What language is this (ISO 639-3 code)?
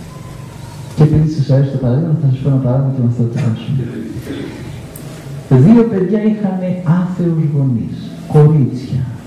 ell